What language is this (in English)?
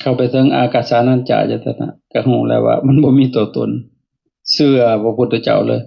Lao